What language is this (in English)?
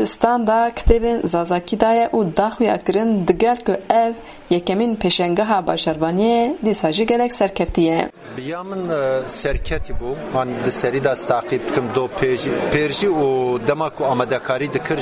Kurdish